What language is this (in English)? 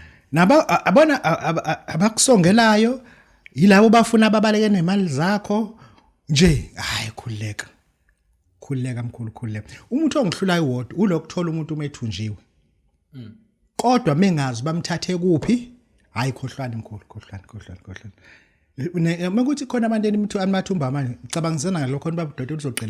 Zulu